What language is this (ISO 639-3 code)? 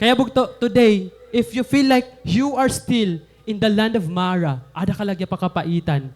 war